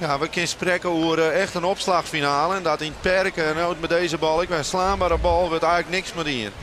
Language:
Western Frisian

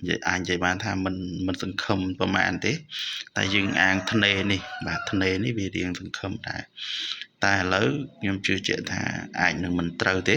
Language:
Khmer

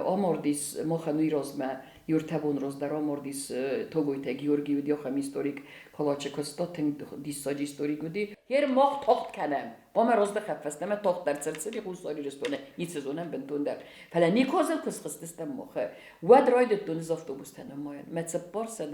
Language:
Ossetic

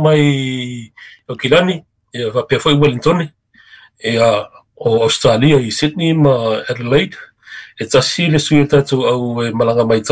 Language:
Samoan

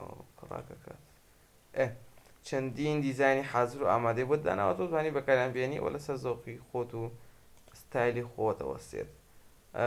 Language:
Central Kurdish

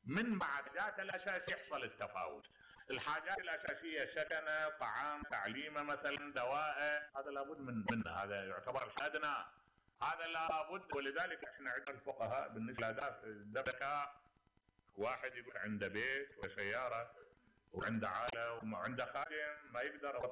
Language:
Mesopotamian Arabic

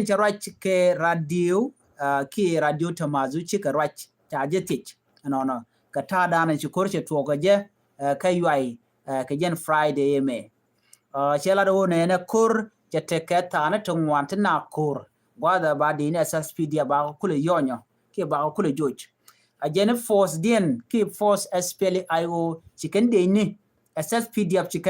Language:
Nuer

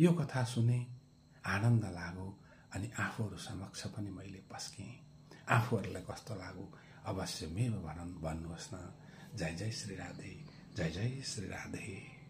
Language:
Nepali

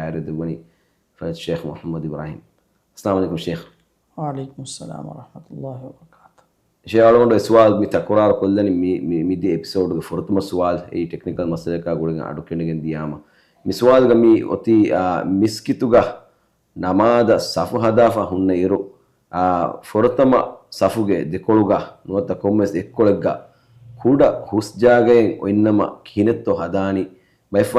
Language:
Divehi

